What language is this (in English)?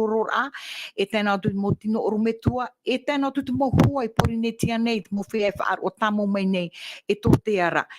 Tahitian